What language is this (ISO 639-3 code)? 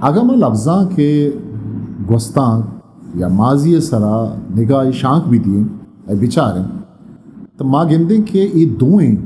bgp